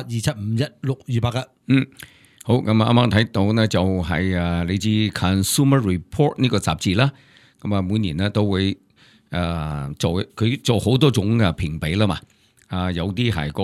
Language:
Cantonese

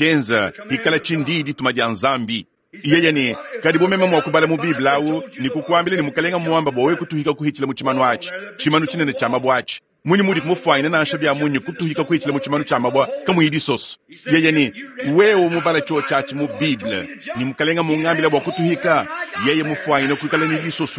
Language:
Luba-Lulua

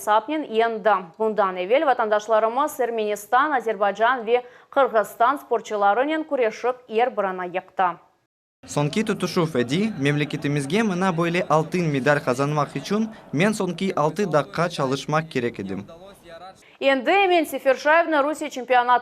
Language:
Crimean Tatar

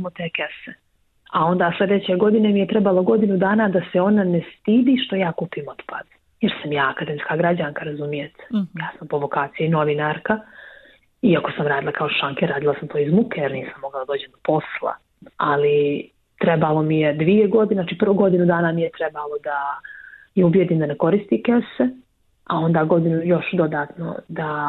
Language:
Bosnian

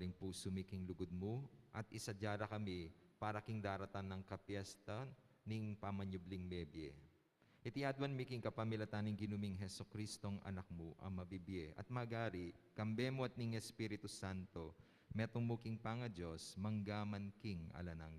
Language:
Pampanga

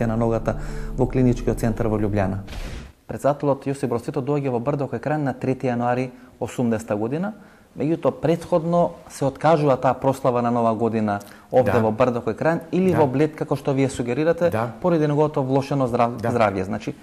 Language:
Macedonian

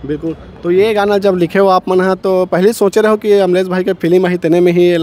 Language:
Chhattisgarhi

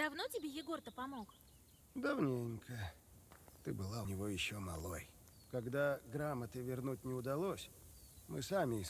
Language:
Russian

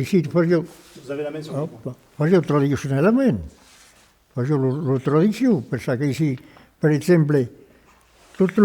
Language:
Occitan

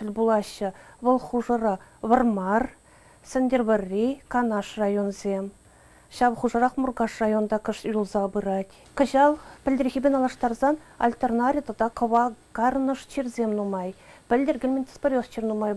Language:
Chuvash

